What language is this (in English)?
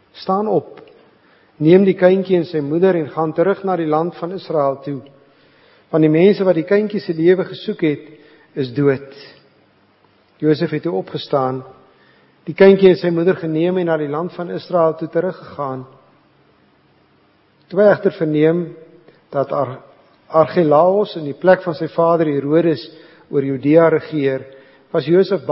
Afrikaans